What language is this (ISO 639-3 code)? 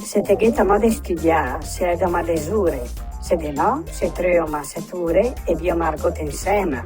lmo